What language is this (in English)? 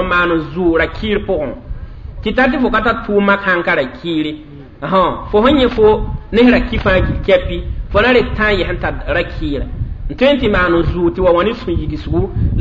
Mossi